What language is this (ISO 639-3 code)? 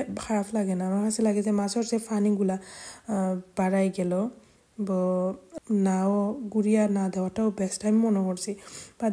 syl